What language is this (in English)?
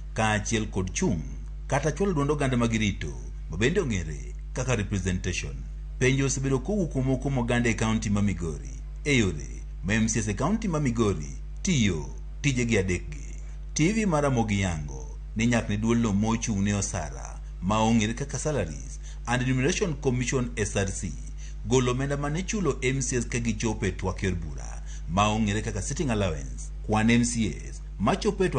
Luo (Kenya and Tanzania)